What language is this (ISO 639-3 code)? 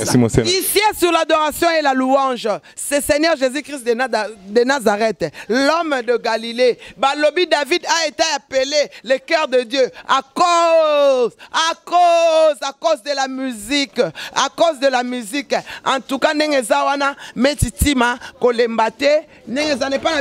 lin